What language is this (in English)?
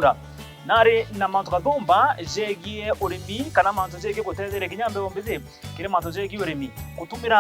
Meru